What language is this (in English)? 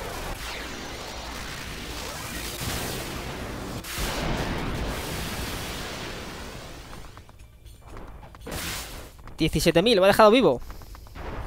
Spanish